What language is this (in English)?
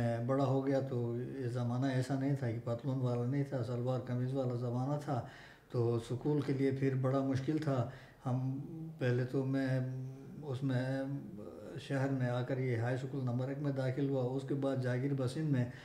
Urdu